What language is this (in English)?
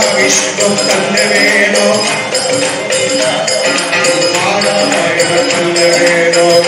Malayalam